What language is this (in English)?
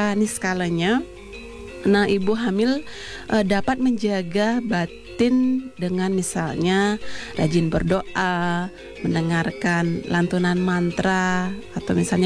Indonesian